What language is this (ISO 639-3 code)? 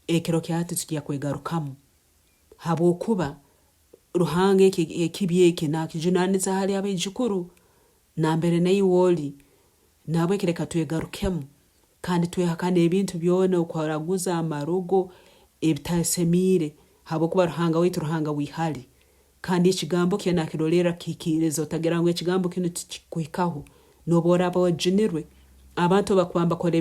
nyn